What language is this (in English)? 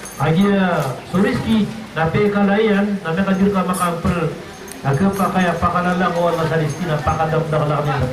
Maranao